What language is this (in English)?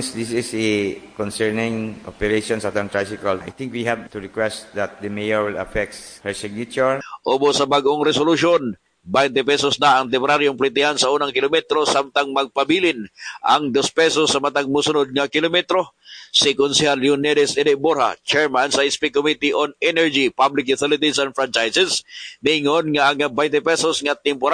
Cebuano